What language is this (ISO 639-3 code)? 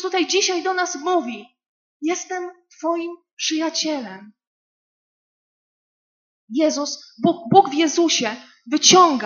pol